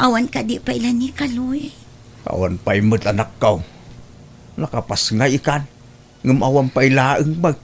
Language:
Iloko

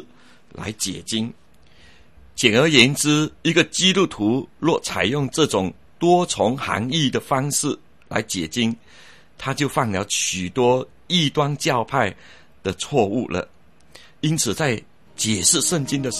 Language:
Chinese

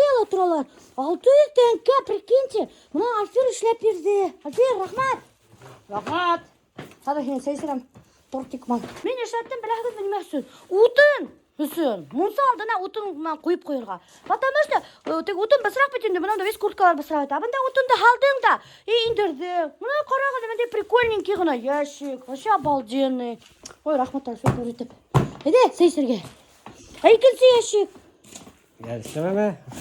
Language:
Bashkir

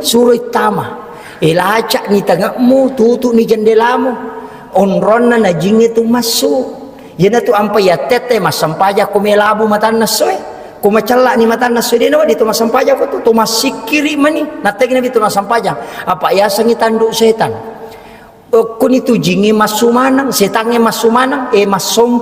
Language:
Buginese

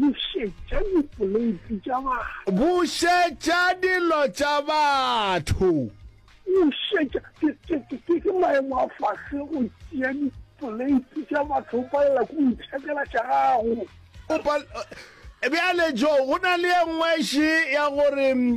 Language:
Northern Sotho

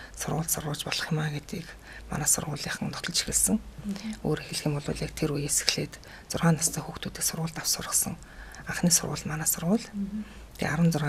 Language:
Mongolian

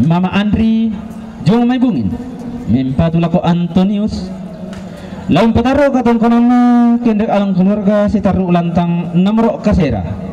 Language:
Toraja-Sa'dan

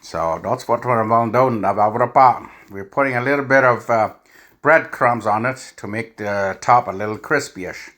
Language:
Plautdietsch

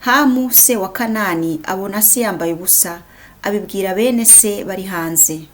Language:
Kinyarwanda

